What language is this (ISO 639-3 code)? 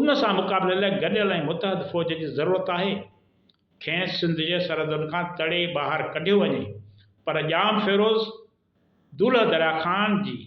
snd